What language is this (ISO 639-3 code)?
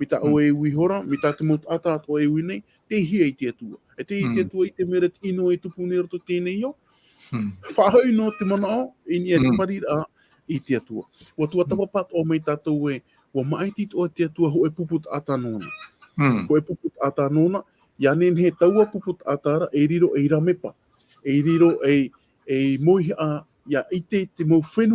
tah